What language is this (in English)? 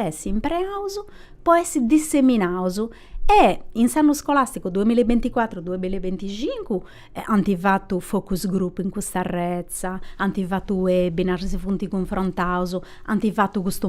Sardinian